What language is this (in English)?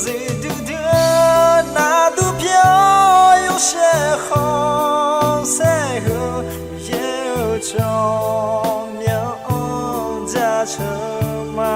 Akha